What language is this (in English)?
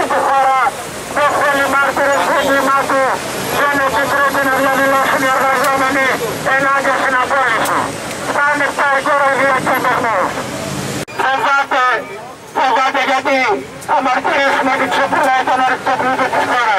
Greek